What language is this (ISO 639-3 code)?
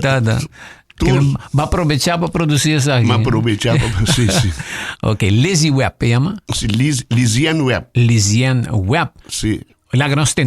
pap